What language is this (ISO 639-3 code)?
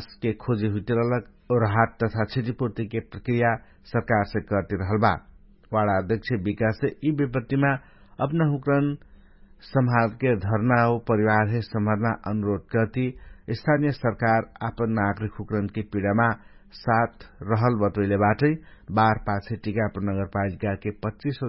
thl